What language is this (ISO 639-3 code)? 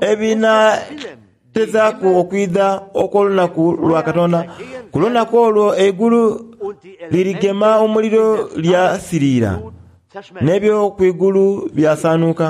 xog